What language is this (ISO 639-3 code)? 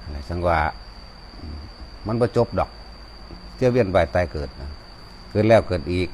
tts